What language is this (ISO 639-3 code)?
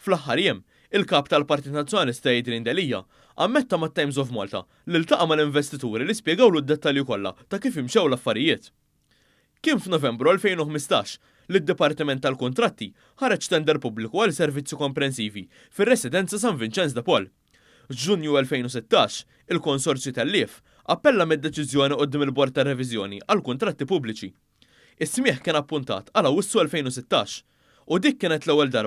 mlt